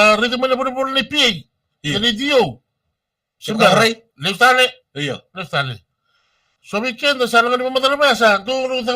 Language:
Fijian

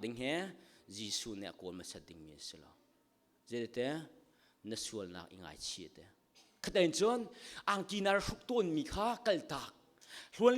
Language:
Hakha Chin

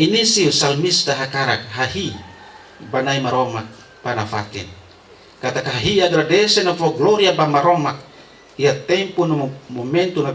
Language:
Tetum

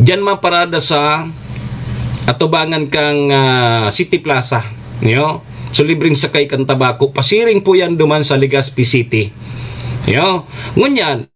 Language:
Bikol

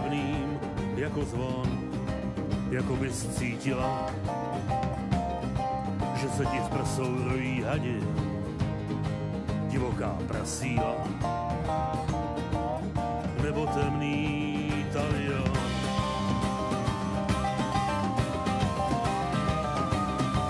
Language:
Czech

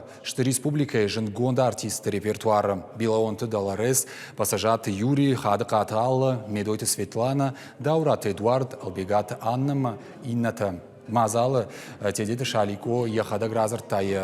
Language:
Ossetic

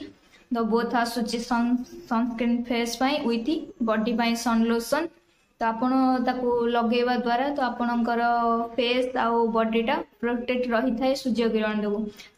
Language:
Odia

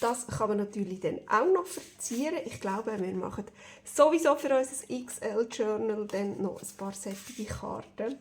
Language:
Swiss German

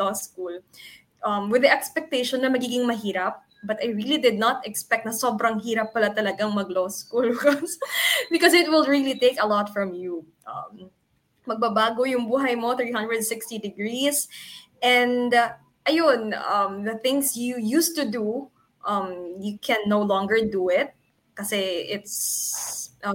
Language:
Filipino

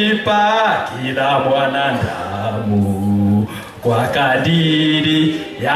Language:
Swahili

